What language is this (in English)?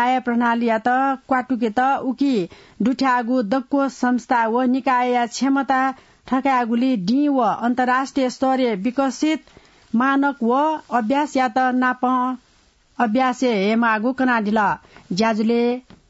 Newari